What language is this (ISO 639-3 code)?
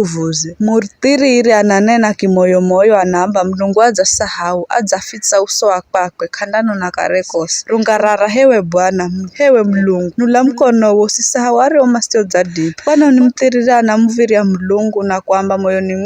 nyf